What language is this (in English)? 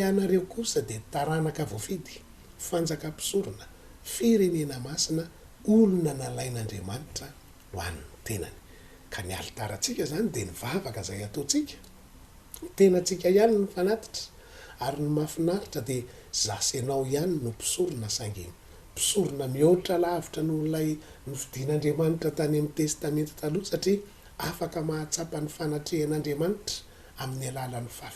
Malagasy